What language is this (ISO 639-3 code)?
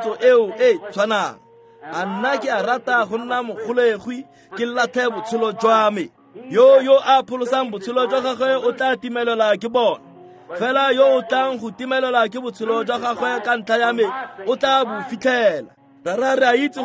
tsn